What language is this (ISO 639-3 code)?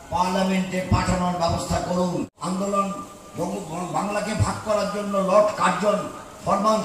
ben